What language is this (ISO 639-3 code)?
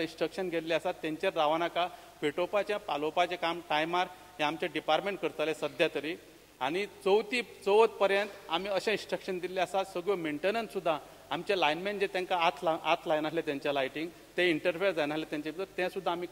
kok